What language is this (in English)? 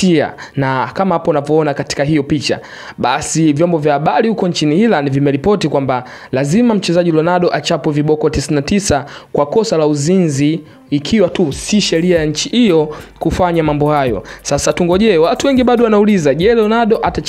Swahili